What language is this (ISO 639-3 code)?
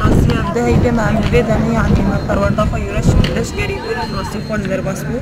kur